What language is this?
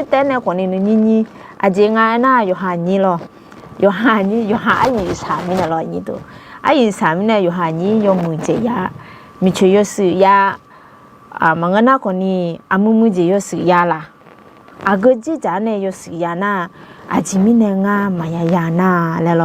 Akha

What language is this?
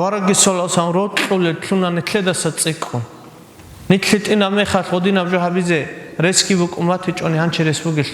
Avaric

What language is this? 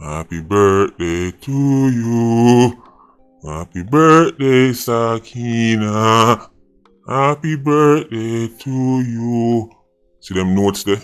Jamaican Creole English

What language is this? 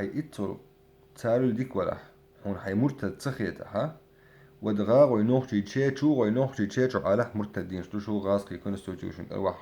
Chechen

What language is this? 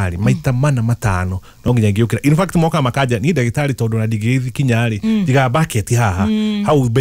Kikuyu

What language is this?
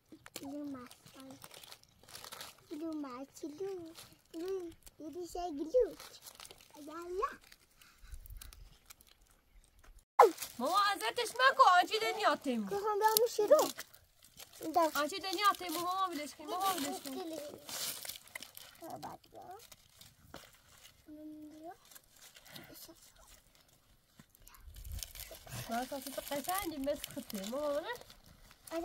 Persian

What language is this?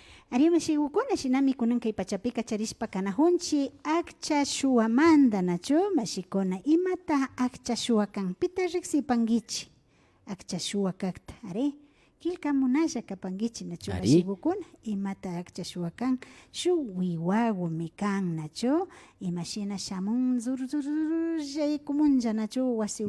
Imbabura Highland Quichua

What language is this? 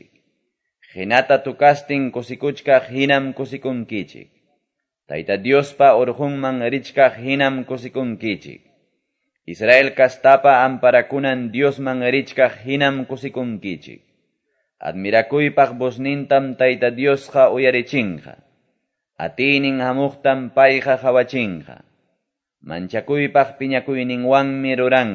Quechua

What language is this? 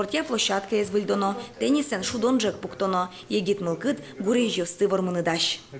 Udmurt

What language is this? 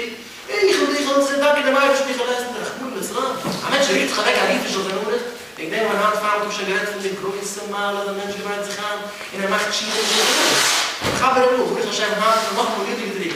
Yiddish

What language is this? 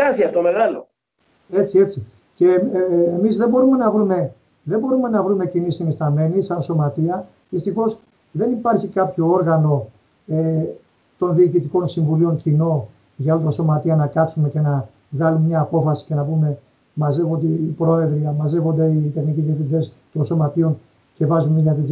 Greek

